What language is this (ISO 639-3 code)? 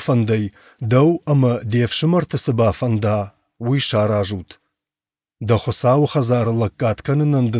oss